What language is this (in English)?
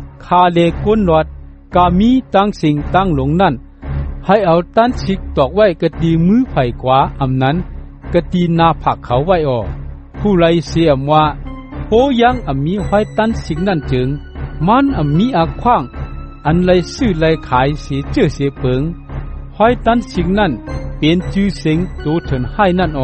Shan